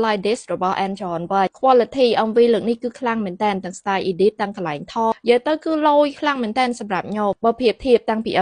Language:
Khmer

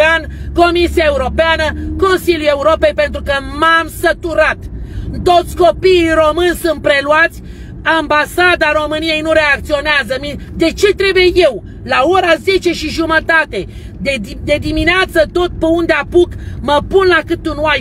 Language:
Romanian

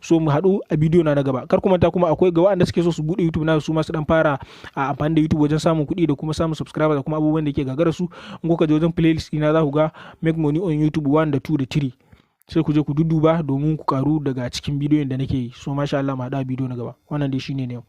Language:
Hausa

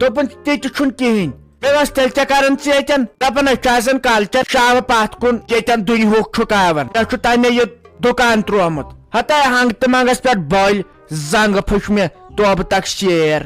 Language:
Kashmiri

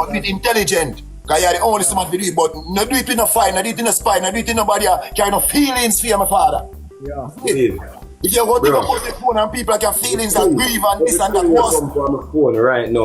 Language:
Jamaican Creole English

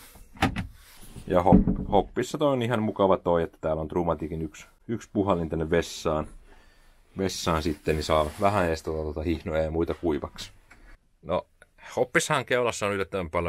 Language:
Finnish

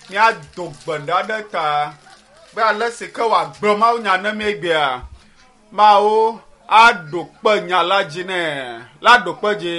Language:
Ewe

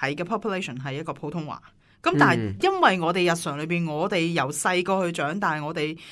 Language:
Cantonese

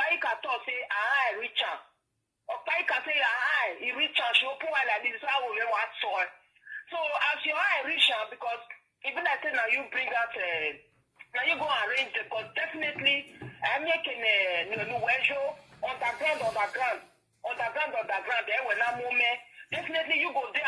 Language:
Nigerian Pidgin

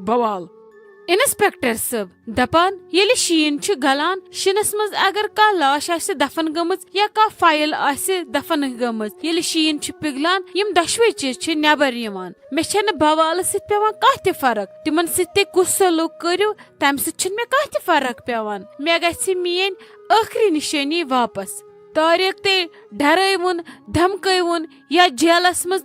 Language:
Kashmiri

